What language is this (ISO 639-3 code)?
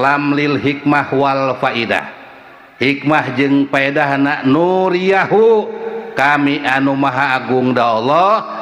sun